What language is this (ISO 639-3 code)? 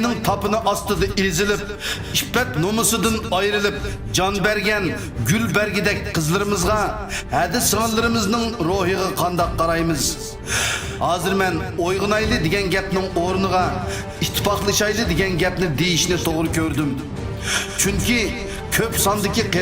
uig